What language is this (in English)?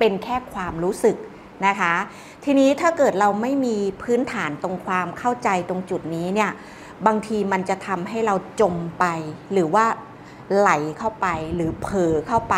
Thai